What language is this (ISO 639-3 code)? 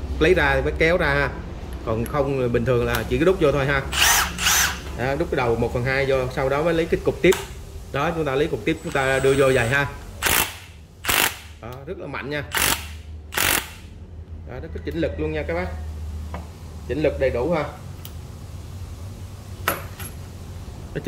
vie